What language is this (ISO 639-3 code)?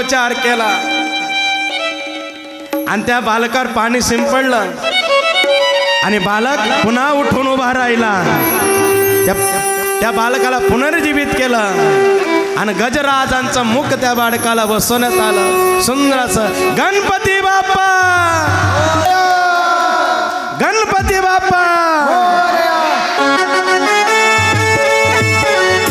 mar